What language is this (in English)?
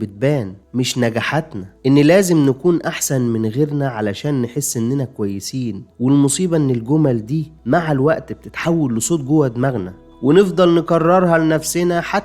Egyptian Arabic